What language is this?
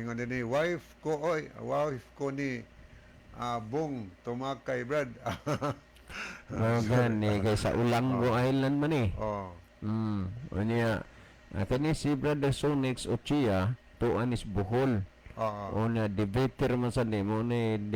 Cebuano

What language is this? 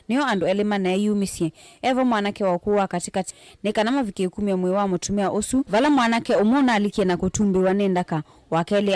Kamba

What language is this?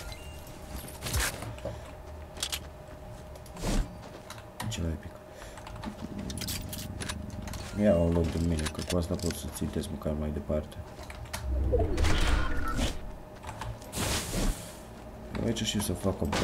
Romanian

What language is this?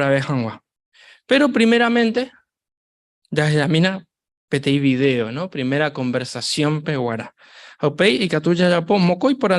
Guarani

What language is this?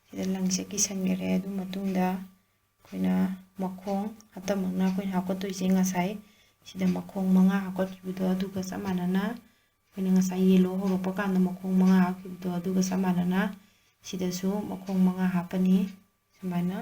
Manipuri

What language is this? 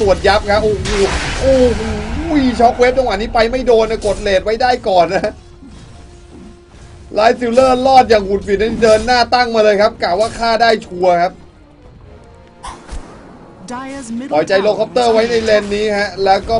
Thai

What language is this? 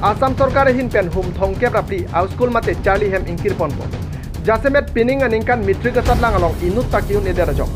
Karbi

